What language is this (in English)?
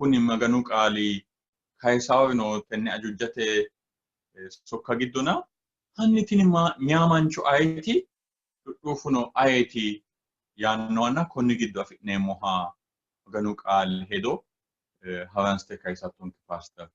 Sidamo